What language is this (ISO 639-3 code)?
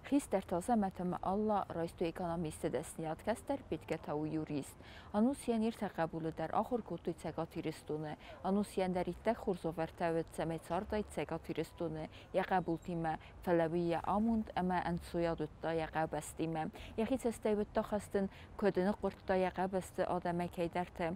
oss